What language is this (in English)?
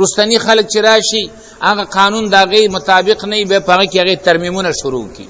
Pashto